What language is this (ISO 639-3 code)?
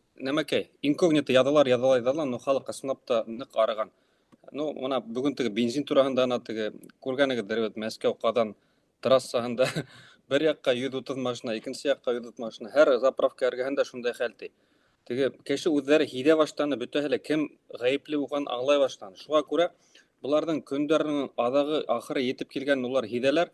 bak